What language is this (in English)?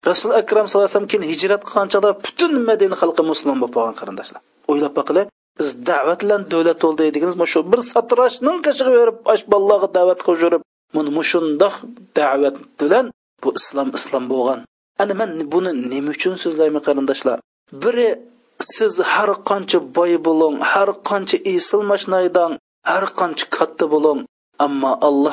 Uyghur